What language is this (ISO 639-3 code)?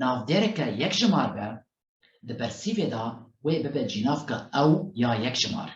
kur